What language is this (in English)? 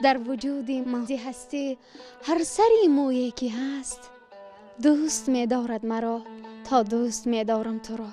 Tajik